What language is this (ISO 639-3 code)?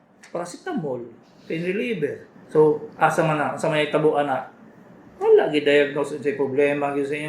ceb